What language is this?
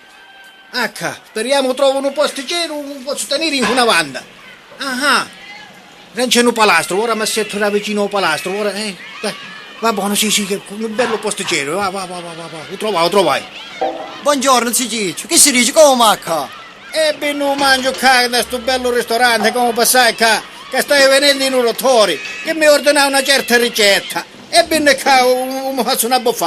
Sicilian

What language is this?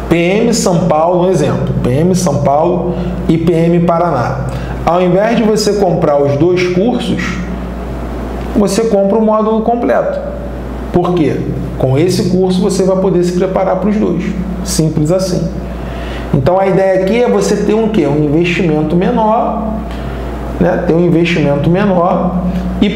Portuguese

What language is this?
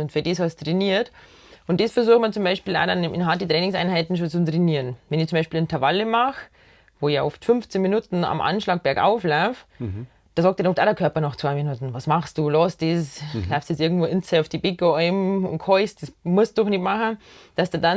Bavarian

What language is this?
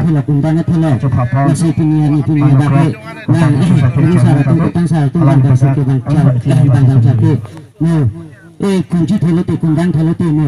Karbi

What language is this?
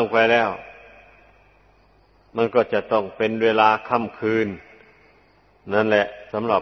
Thai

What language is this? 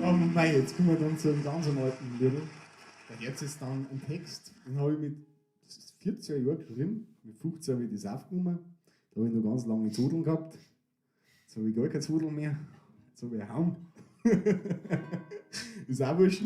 Bavarian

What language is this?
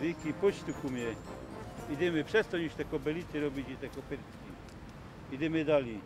Silesian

